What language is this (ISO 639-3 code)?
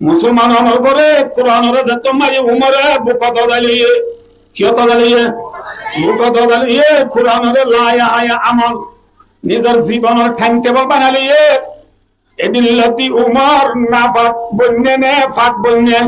rhg